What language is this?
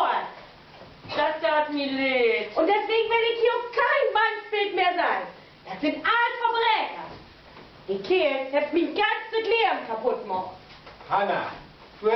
Low German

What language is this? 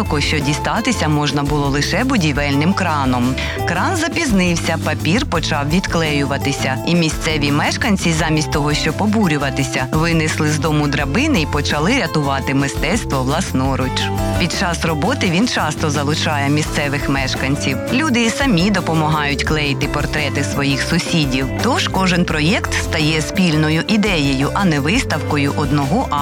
Ukrainian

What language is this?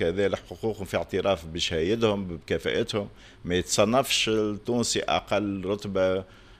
Tunisian Arabic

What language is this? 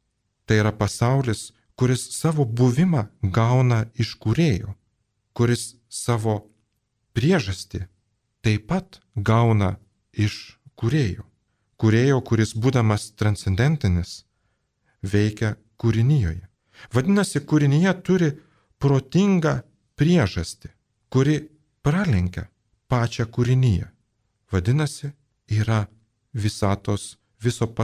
Lithuanian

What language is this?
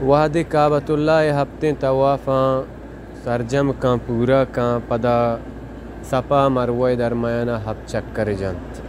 Baluchi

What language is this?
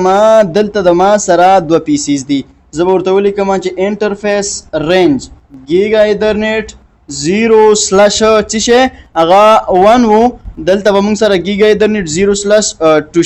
Pashto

